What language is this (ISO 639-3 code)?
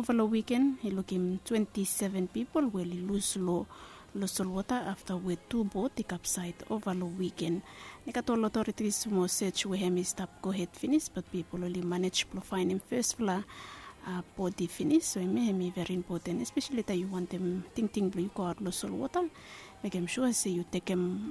bis